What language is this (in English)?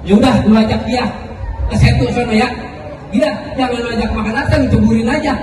Betawi